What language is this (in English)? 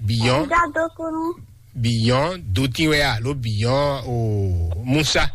Fon